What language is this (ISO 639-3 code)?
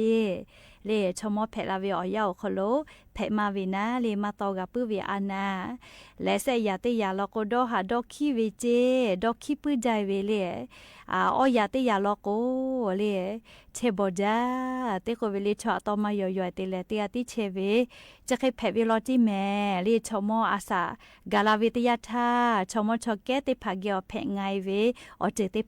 lhu